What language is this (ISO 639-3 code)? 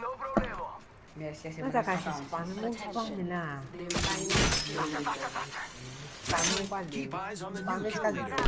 mfe